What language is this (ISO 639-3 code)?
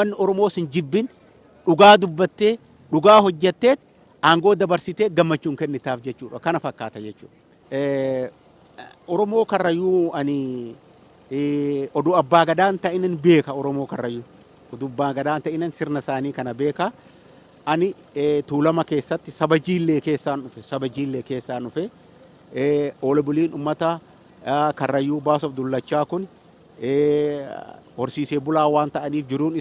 orm